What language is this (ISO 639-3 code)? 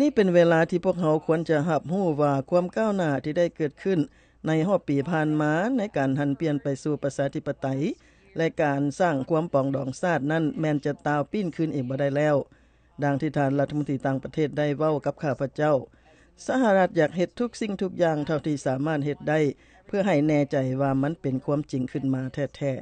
lao